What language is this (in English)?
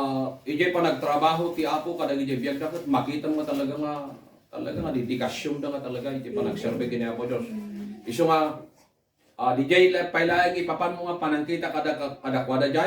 Iloko